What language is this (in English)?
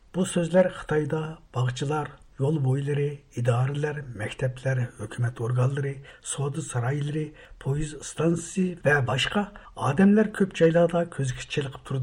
Uyghur